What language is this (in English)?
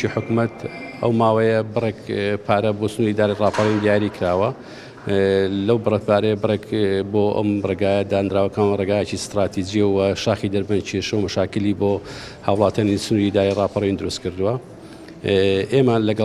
Central Kurdish